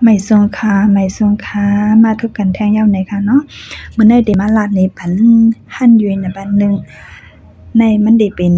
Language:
Shan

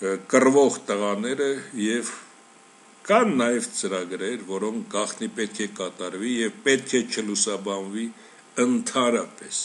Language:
Armenian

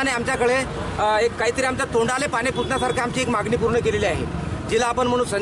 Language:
Marathi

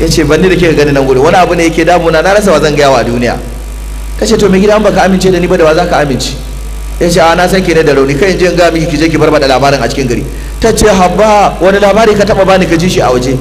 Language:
Hausa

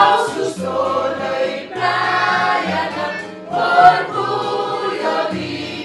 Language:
Papiamento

